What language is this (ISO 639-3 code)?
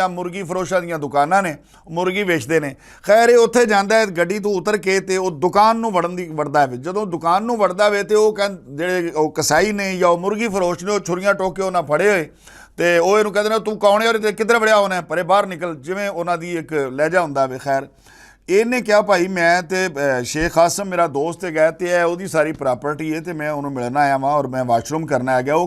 lah